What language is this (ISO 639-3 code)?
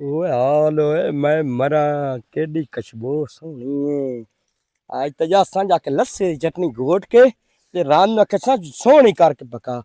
lah